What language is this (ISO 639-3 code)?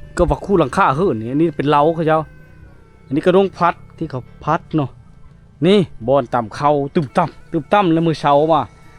lao